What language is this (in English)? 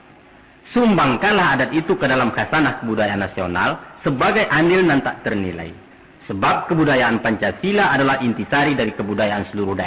Minangkabau